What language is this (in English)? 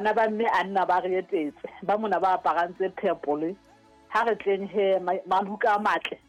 Southern Sotho